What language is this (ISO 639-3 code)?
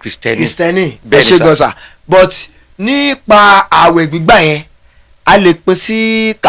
yor